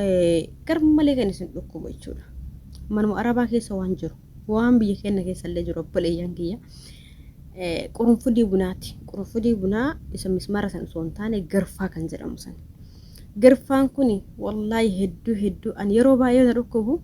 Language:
Oromo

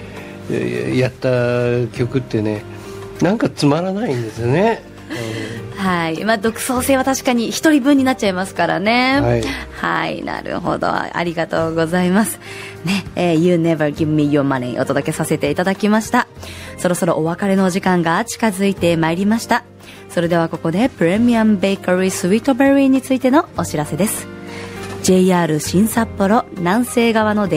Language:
Japanese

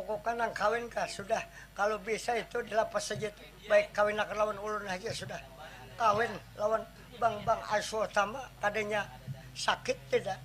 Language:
Banjar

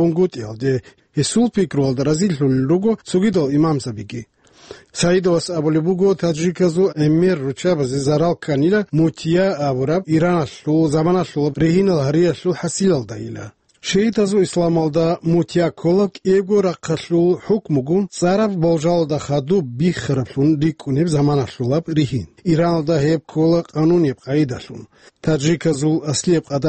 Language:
Avaric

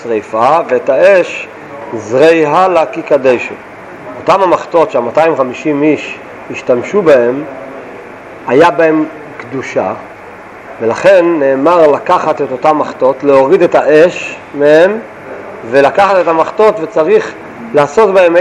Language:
Hebrew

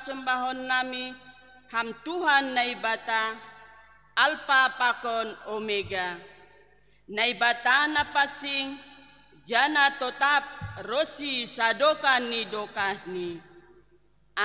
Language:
Batak Simalungun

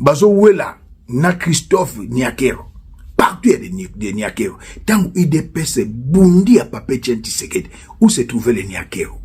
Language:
Lingala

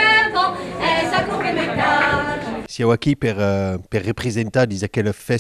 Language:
Occitan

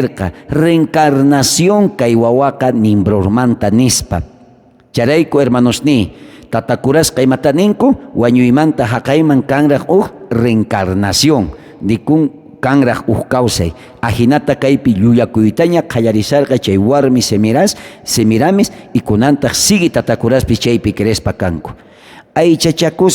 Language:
South Bolivian Quechua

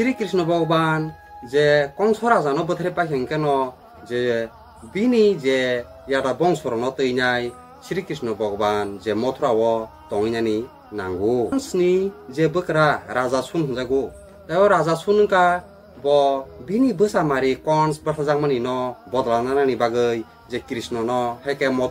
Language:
Kok Borok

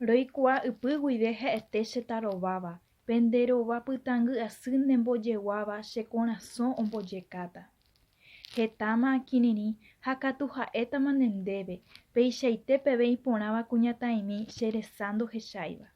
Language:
Guarani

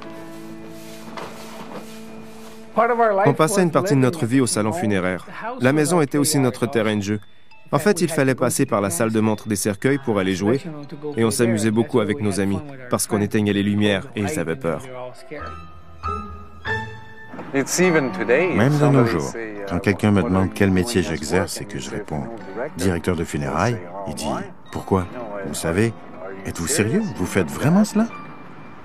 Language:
French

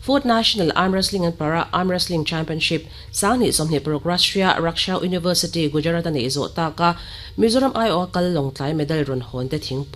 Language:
Mizo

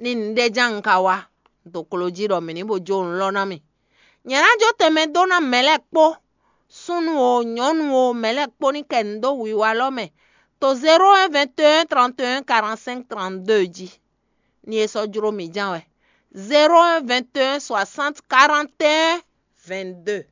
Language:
Fon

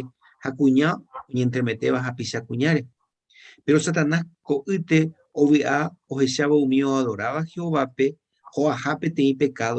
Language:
Guarani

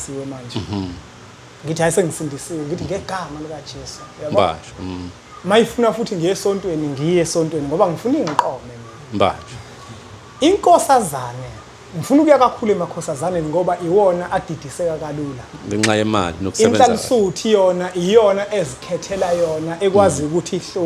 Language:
Zulu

